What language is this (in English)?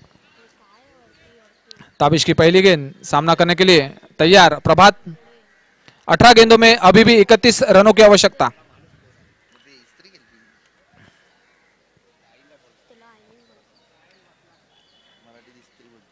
Hindi